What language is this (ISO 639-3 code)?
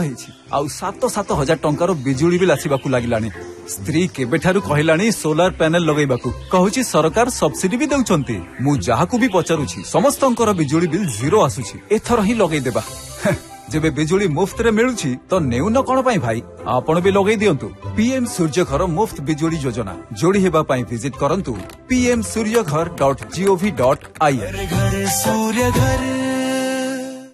ori